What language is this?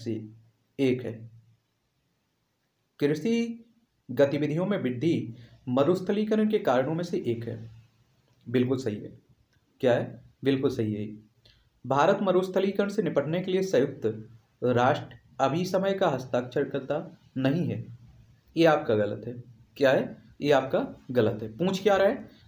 Hindi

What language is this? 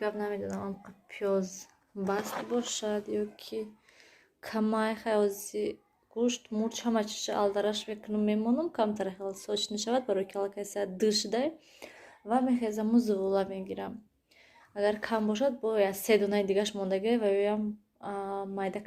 Tajik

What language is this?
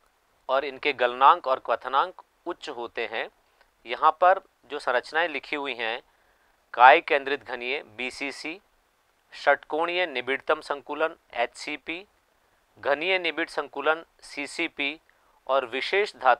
Hindi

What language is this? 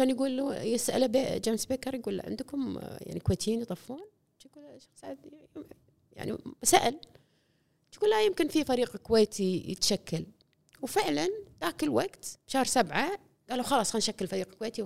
Gulf Arabic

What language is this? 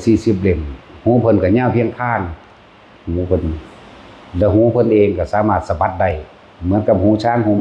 Lao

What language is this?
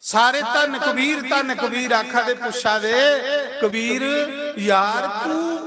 Dogri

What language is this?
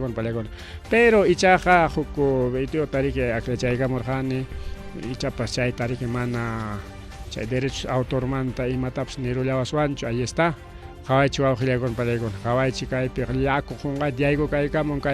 Ayacucho Quechua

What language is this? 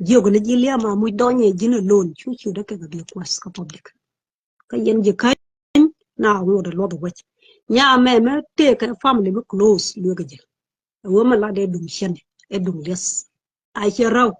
Nuer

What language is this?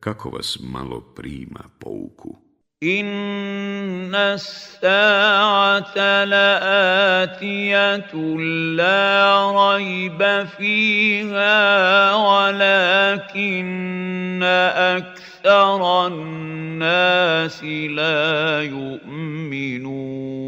Bosnian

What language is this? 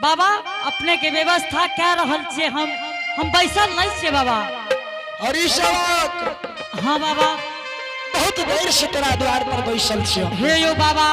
Angika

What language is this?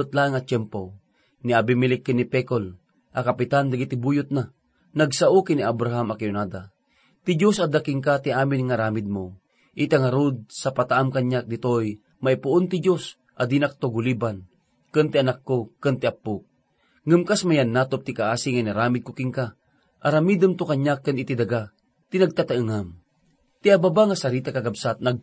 Iloko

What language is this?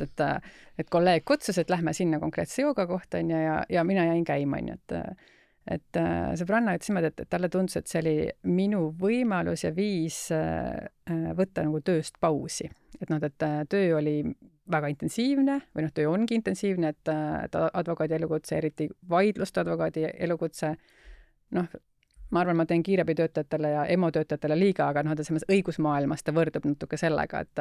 Estonian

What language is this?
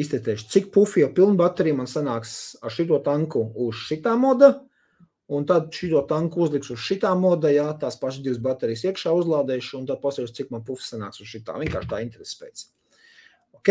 Latvian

